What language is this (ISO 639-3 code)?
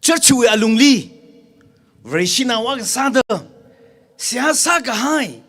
nmf